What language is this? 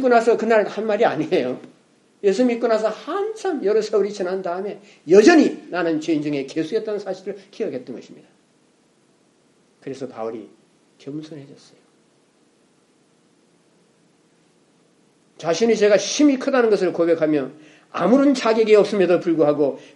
Korean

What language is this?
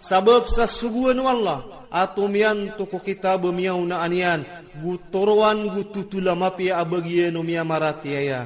Iranun (Philippines)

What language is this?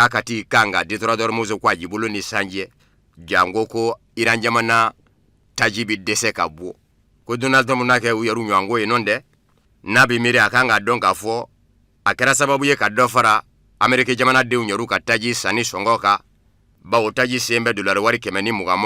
Bambara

